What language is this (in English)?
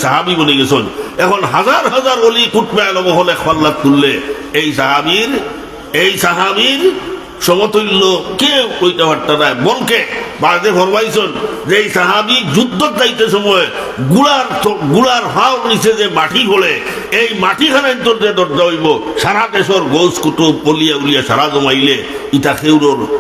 Sylheti